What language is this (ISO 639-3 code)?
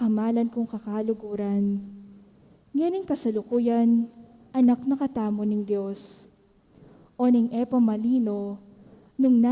pam